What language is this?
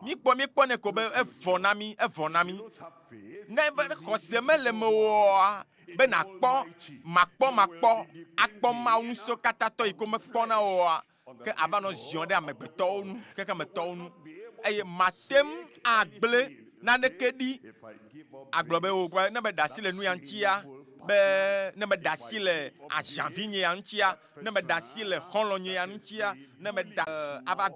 Ewe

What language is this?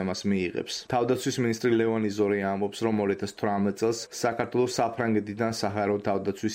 Georgian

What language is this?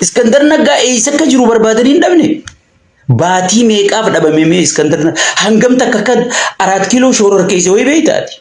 Oromo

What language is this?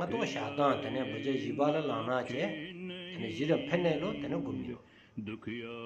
Stod Bhoti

